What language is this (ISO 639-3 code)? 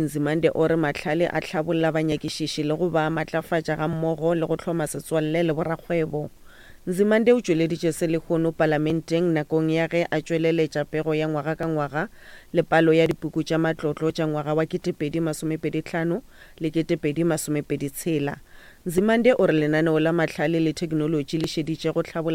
nso